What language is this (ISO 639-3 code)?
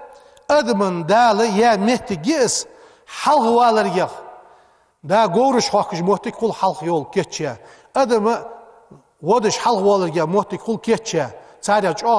inh